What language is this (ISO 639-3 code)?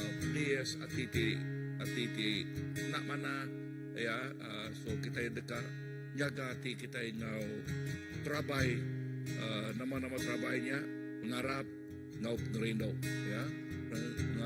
iba